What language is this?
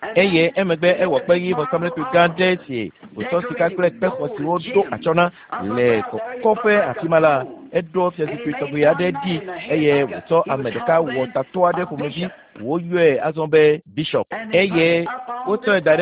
Ewe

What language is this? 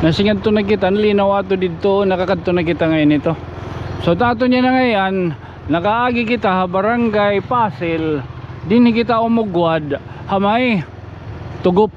Waray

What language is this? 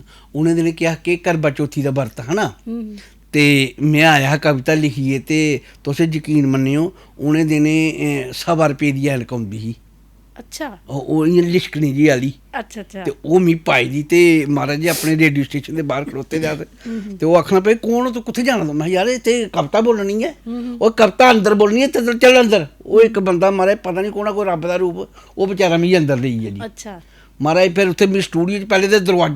Dogri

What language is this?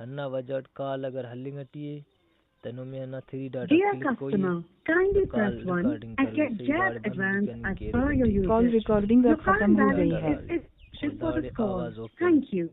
Brahui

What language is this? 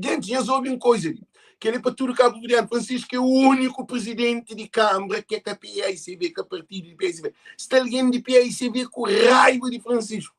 Kabuverdianu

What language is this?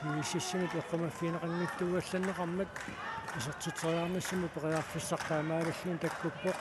Kalaallisut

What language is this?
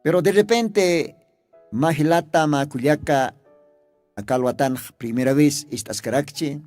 Aymara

